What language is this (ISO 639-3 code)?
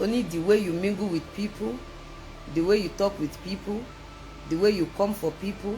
yor